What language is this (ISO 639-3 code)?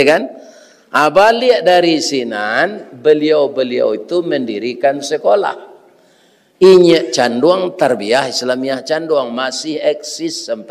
min